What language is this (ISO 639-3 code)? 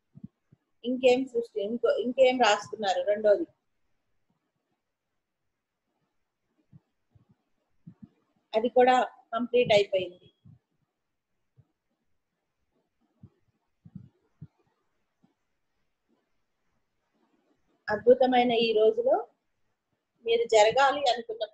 tel